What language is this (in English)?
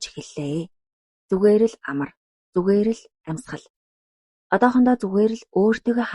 Mongolian